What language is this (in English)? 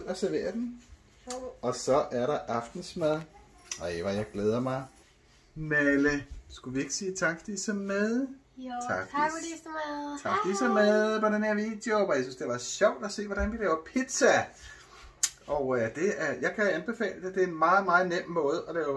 Danish